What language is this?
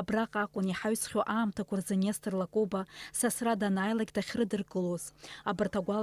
Abkhazian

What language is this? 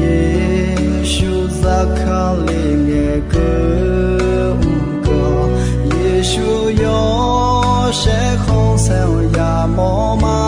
Akha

